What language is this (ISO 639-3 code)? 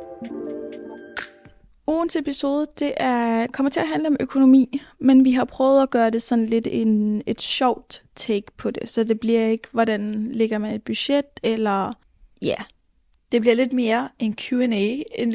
dan